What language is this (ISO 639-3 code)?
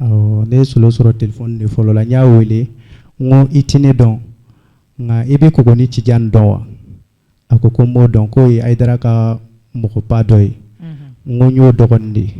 bam